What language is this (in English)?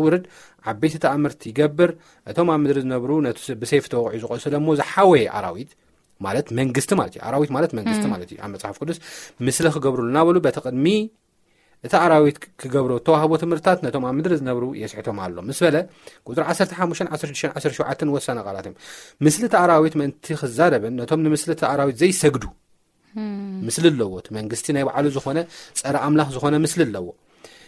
Tigrinya